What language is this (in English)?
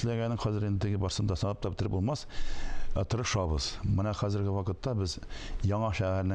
Tatar